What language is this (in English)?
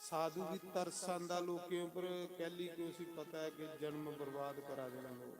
Dogri